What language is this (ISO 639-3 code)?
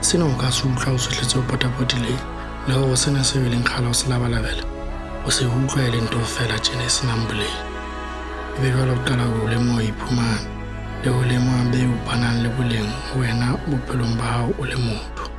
sot